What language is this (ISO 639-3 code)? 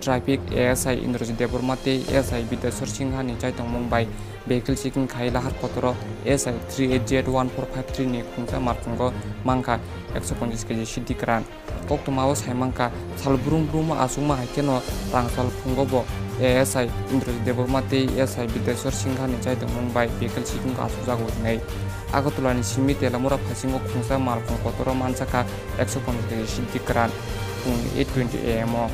trp